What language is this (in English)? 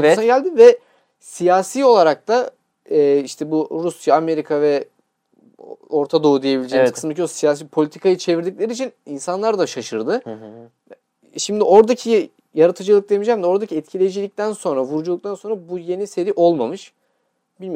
Turkish